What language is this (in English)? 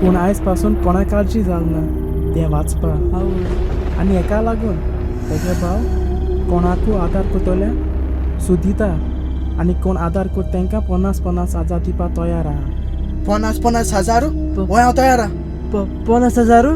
Konkani